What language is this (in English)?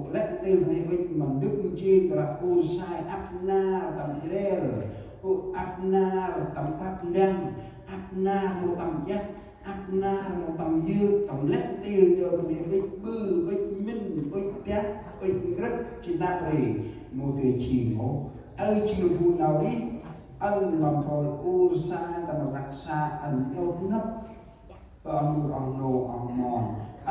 Central Mnong